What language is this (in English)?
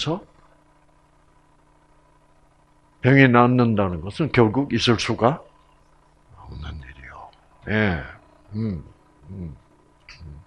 Korean